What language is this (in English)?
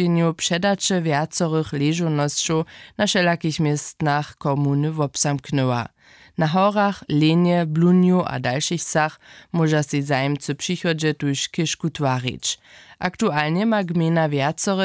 Upper Sorbian